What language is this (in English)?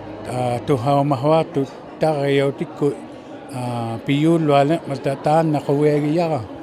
Inuktitut